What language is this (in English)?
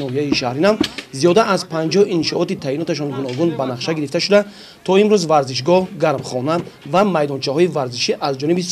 Tajik